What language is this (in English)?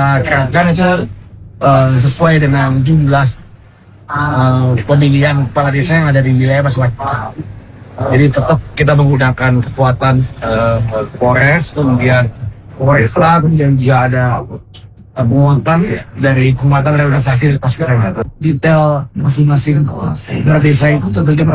Indonesian